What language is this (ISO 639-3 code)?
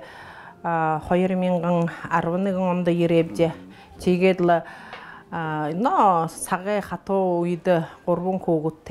bua